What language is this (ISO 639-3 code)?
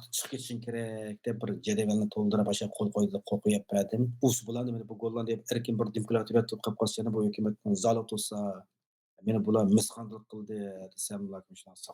uig